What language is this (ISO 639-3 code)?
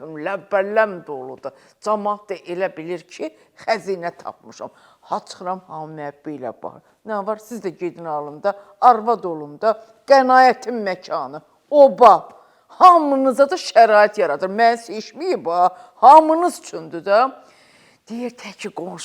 aze